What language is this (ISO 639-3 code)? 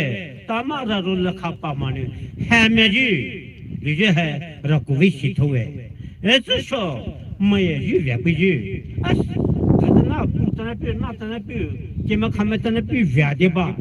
pmx